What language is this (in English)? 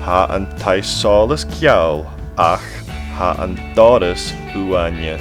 Scottish Gaelic